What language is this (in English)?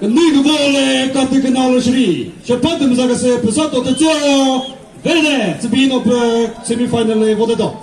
Chokri Naga